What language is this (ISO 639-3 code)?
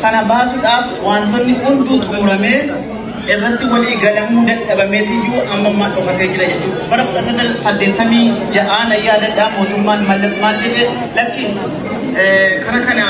orm